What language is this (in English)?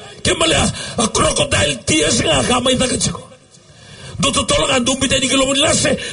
Fijian